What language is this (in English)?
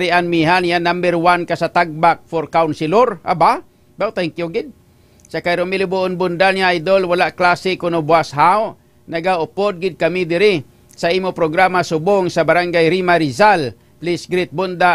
Hiligaynon